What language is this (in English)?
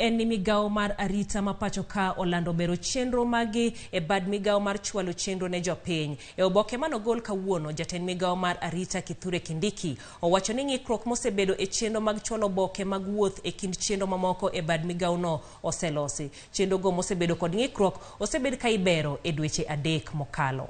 Luo (Kenya and Tanzania)